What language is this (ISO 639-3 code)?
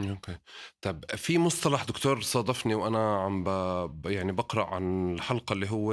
apc